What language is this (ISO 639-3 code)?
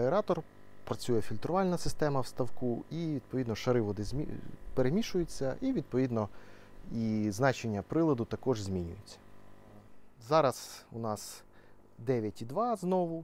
ukr